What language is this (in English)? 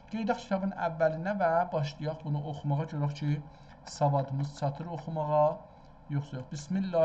South Azerbaijani